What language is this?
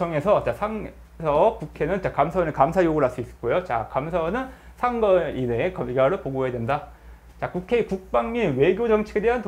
Korean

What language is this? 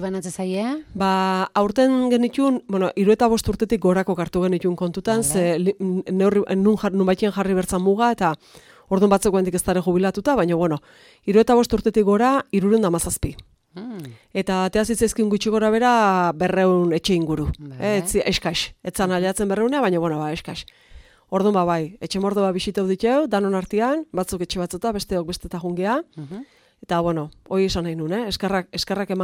Basque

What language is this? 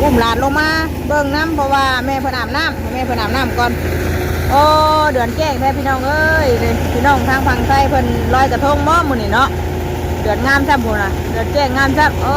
Northeastern Thai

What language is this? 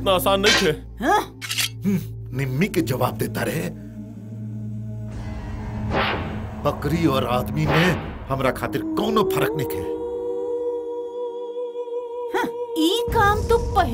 Bhojpuri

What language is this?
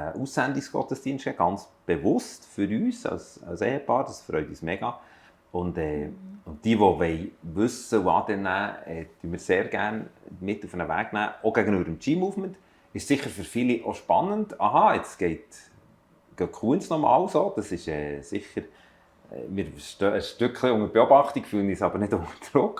Swiss German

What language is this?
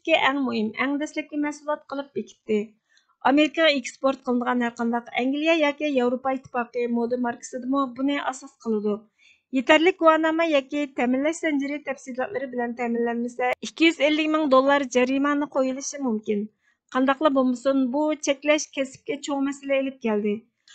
Uyghur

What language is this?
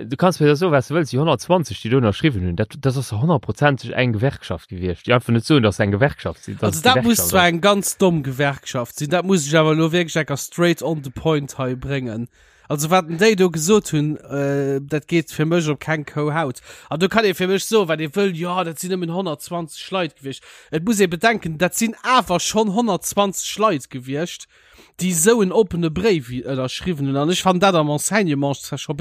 Luxembourgish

